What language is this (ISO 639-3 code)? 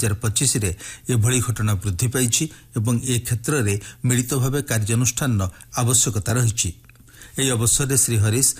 ori